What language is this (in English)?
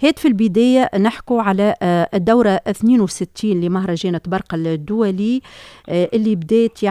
Tunisian Arabic